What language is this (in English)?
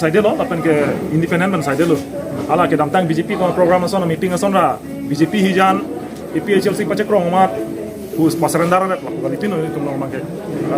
Karbi